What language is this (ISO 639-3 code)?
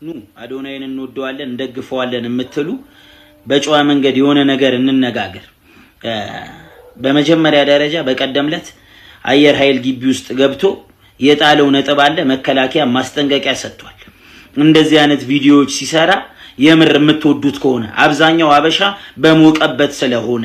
amh